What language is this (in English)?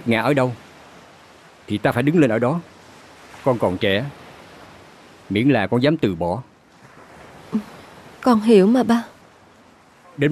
Vietnamese